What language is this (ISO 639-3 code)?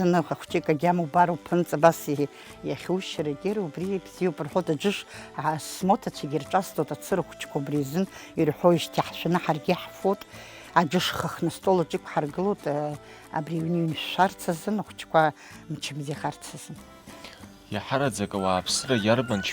abk